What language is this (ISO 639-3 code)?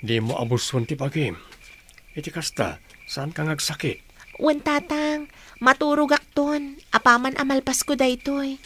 ilo